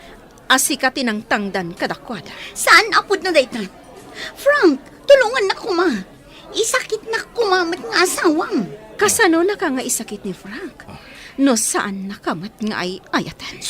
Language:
Iloko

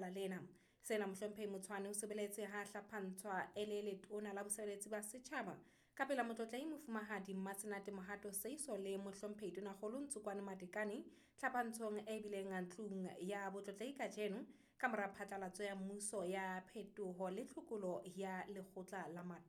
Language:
Southern Sotho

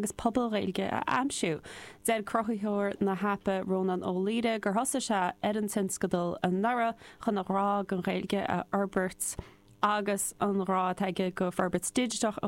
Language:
Irish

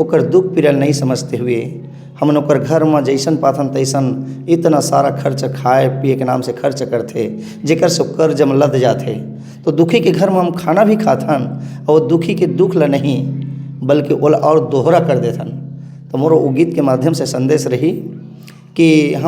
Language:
Chhattisgarhi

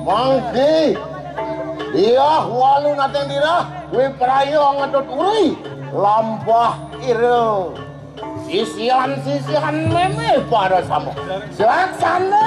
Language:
Balinese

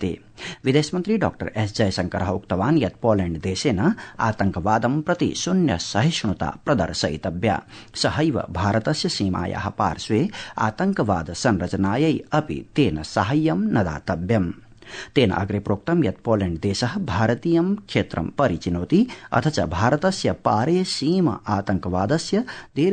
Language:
Sanskrit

